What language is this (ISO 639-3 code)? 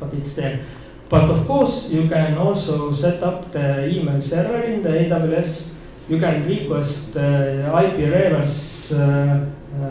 eng